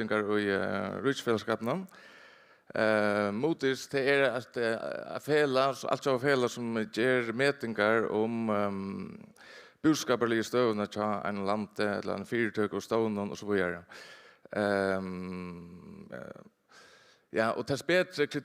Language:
Faroese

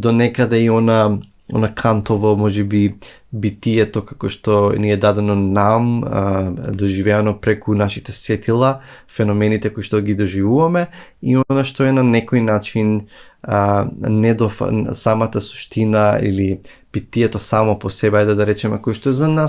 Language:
Macedonian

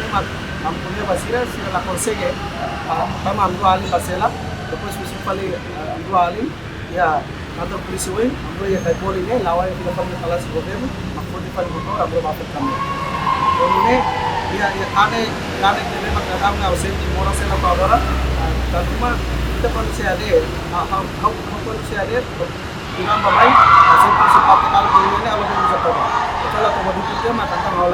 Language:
Tetum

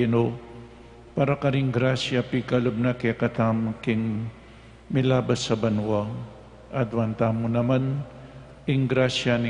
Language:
Pampanga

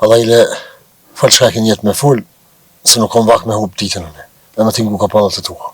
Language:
Albanian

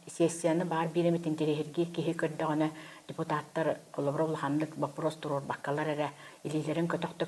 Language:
Yakut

